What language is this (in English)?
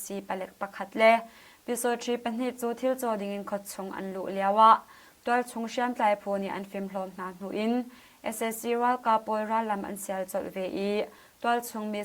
Hakha Chin